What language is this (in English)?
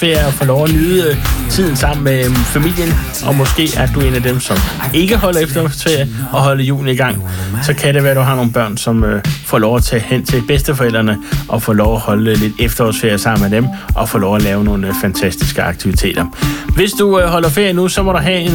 Danish